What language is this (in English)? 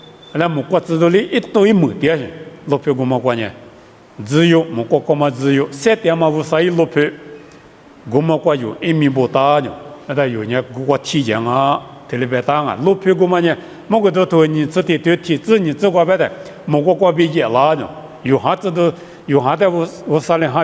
Lisu